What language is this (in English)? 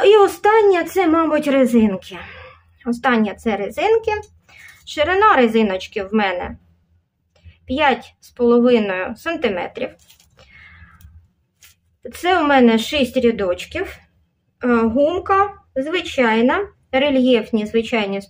Ukrainian